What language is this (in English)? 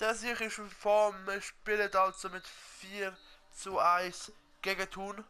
Swiss German